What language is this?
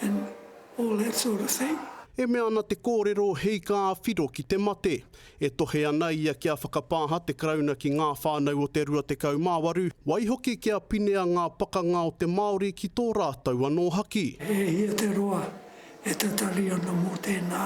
Māori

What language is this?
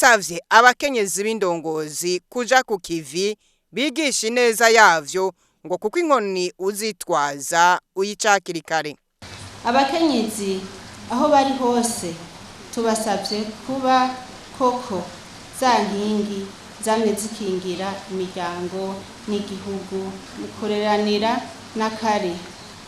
Rundi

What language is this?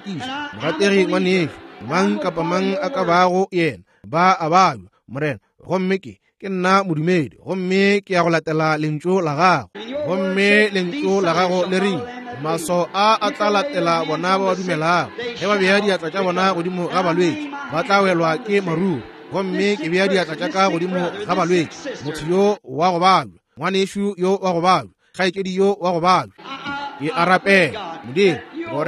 Northern Sotho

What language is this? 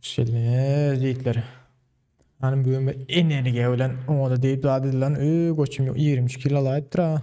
Turkmen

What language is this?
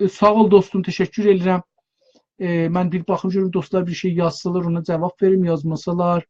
South Azerbaijani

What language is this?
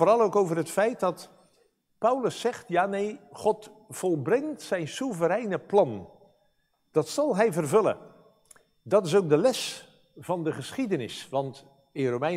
Dutch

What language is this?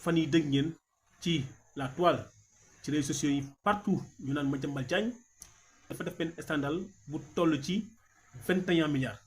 Wolof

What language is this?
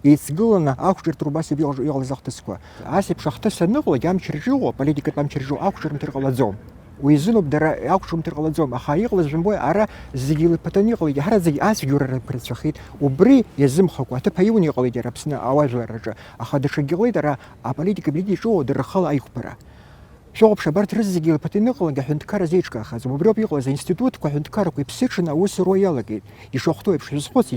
Abkhazian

